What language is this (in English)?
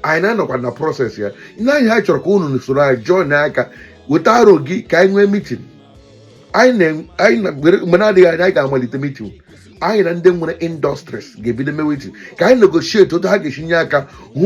Igbo